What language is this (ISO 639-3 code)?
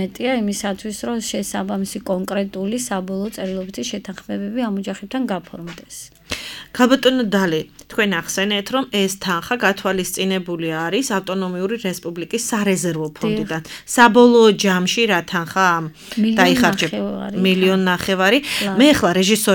kat